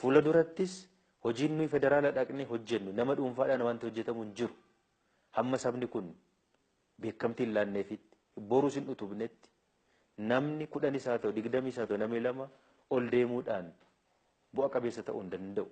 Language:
Oromo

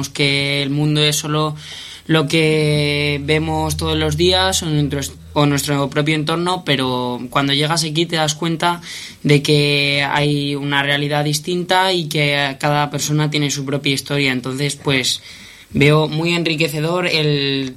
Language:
Spanish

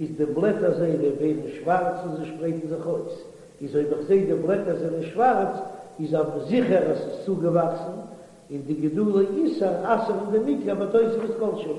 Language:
Yiddish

